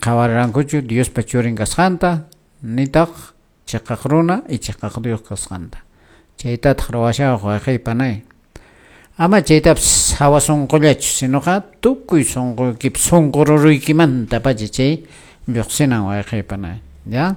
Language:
Quechua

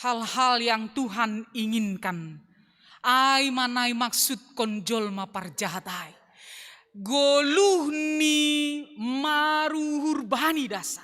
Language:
Batak Simalungun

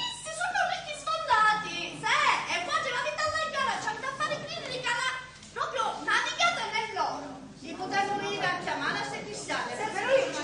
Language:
Sicilian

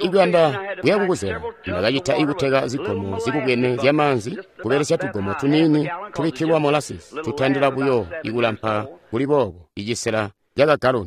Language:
Tonga (Zambia)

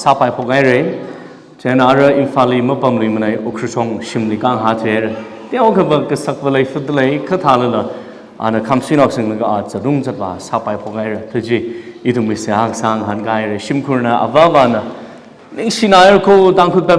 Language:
Tangkhul Naga (India)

